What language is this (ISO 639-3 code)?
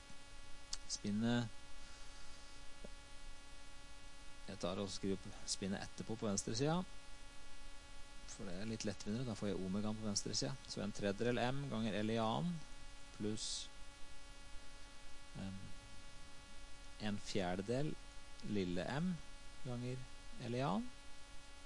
nor